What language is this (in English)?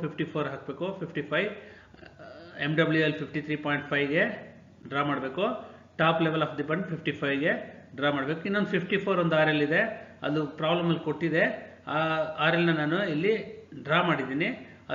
Kannada